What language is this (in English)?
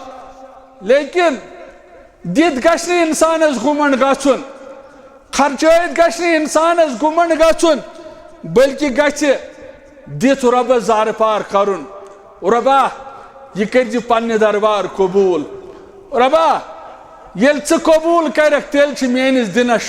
Kashmiri